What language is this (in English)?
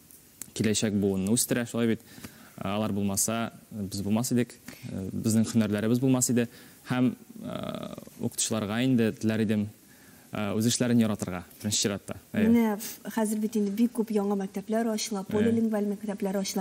Tatar